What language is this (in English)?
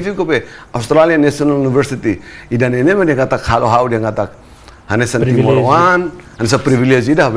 Tetum